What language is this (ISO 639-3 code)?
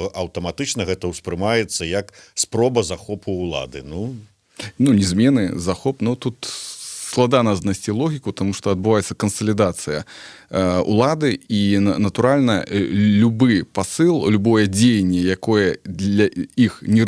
bel